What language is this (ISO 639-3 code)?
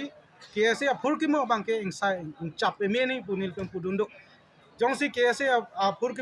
mjw